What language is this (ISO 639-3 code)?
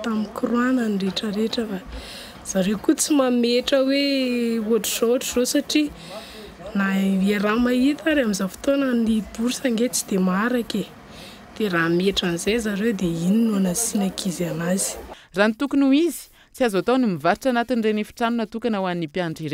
mlg